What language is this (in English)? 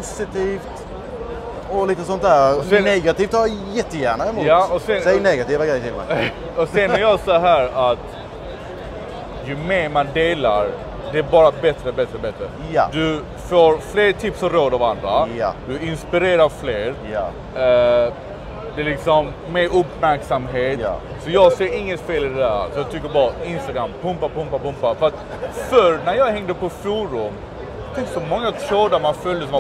Swedish